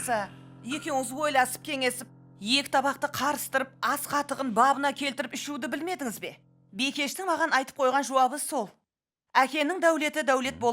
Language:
Kara-Kalpak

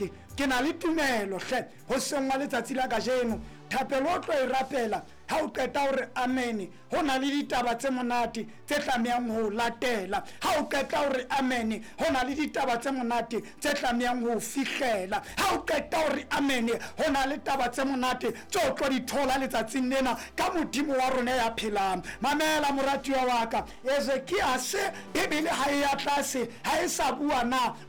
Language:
Southern Sotho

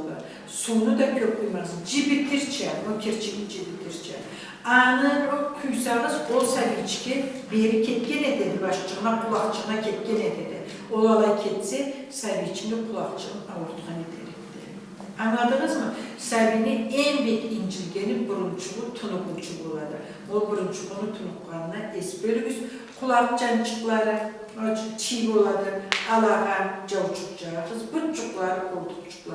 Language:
Karachay-Balkar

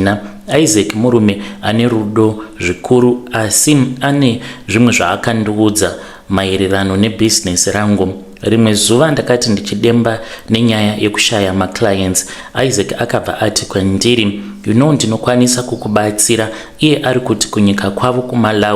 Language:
Shona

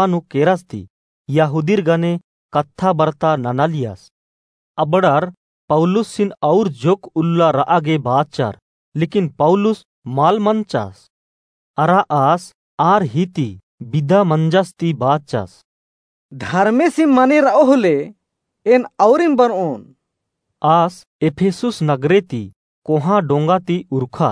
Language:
Kurukh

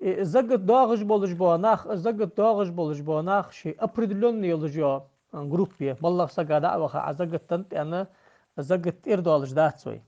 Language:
Ingush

